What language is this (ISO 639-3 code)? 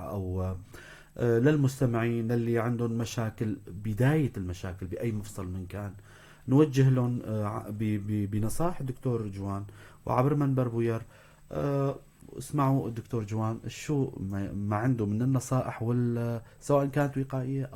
apc